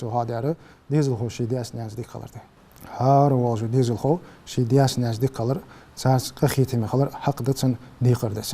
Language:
Ingush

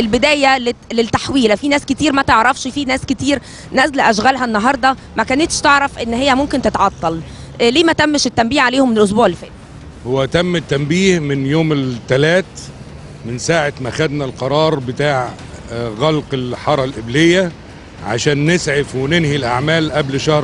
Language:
Egyptian Arabic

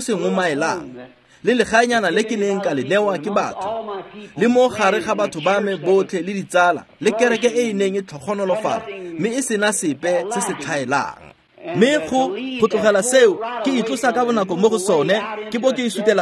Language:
Tswana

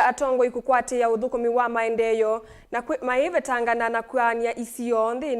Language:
Kamba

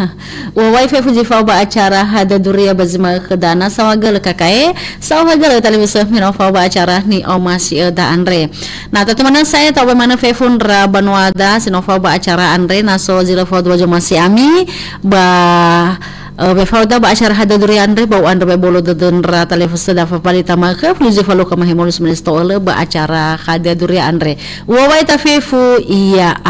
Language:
Nias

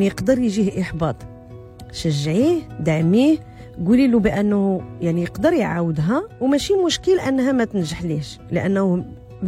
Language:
Moroccan Arabic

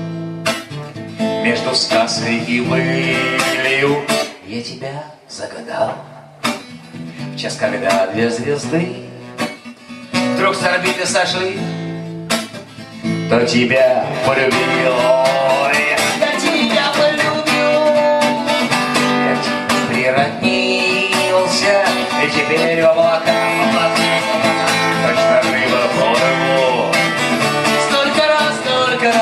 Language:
Russian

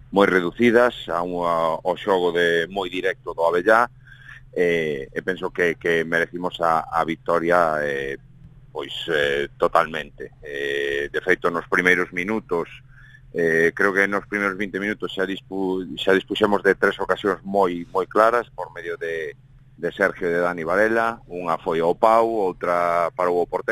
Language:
Galician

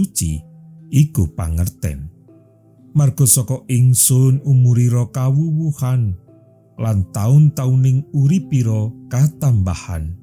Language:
Javanese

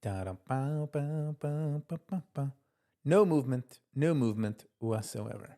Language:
Yiddish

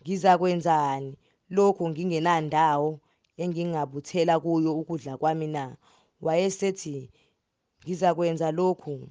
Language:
Zulu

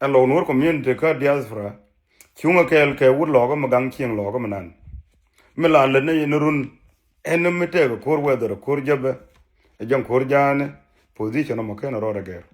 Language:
Nuer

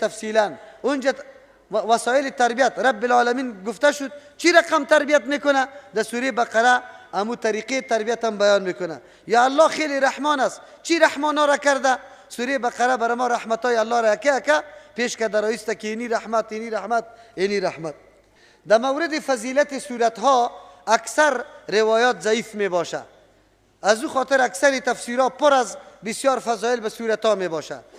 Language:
Persian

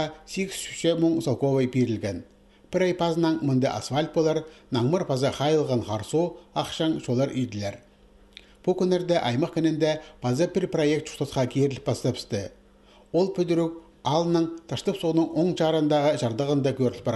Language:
Khakas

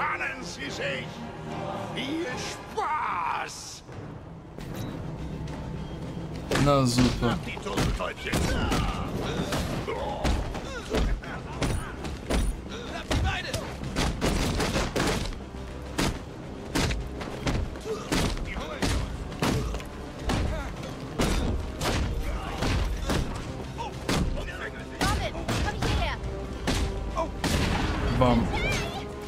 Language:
German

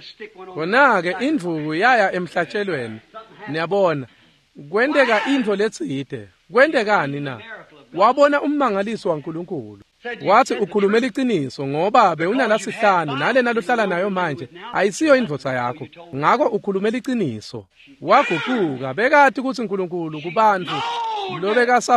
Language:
Swati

